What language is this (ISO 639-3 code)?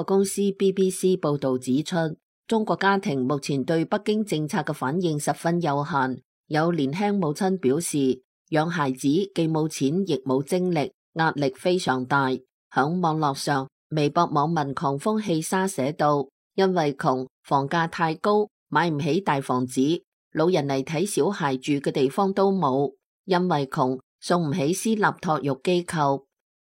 yue